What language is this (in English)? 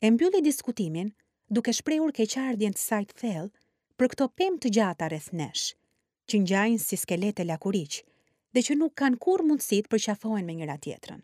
Albanian